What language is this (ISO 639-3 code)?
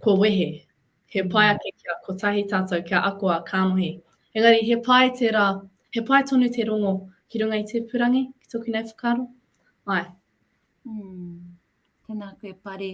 mri